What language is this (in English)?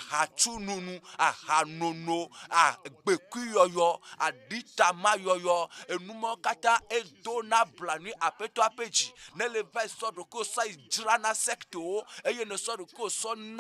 Ewe